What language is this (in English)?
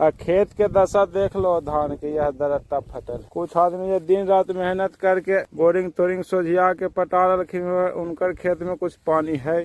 Magahi